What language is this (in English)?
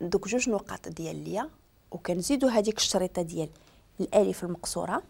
Moroccan Arabic